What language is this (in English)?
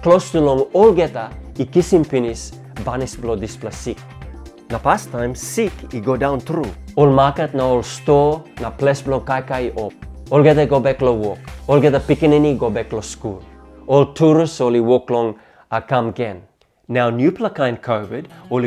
Tok Pisin